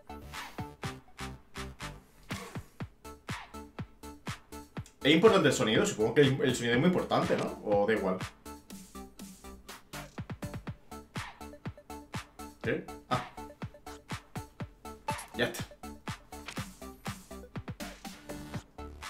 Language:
Spanish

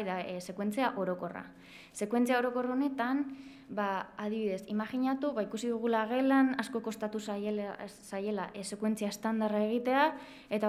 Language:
Basque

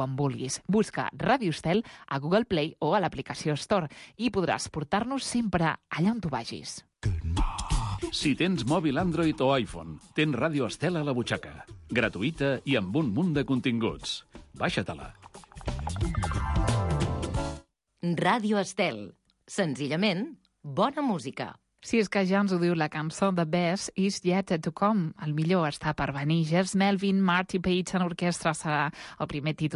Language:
Catalan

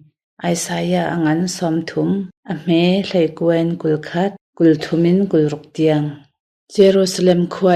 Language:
Hakha Chin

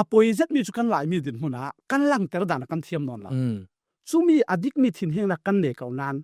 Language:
Falam Chin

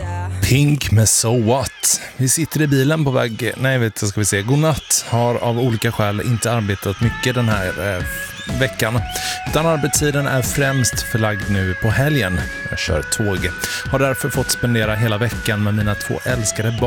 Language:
Swedish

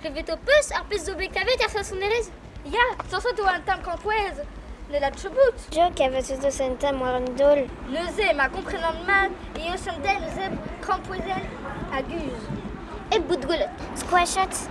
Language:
Breton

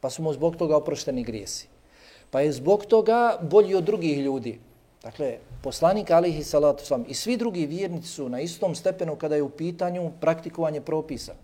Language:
Bosnian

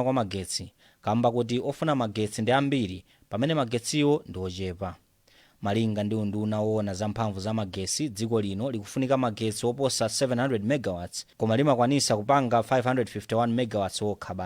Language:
Nyanja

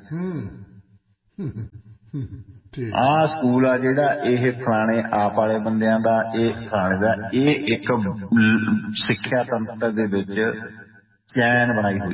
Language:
Punjabi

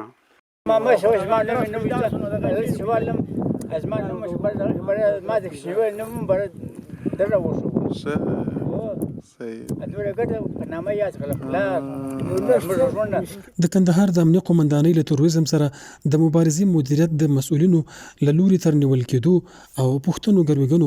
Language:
Pashto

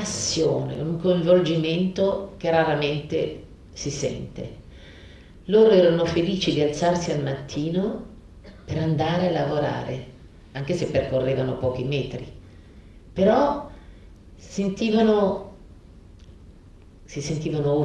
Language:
Italian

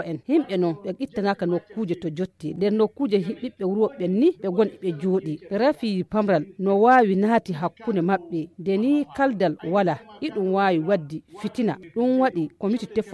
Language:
Nigerian Fulfulde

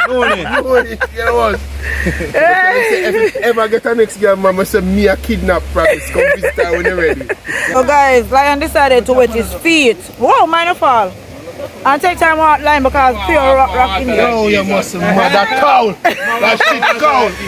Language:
Jamaican Creole English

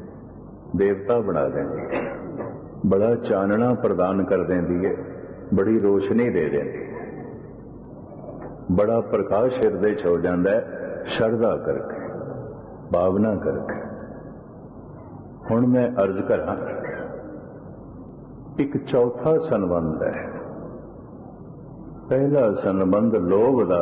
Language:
Punjabi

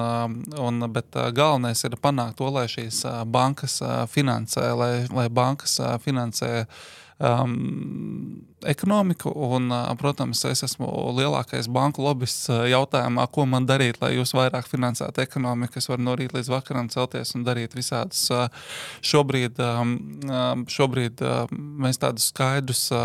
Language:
Latvian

